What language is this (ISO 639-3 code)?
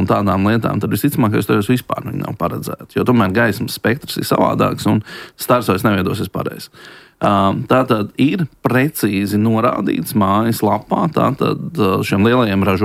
lav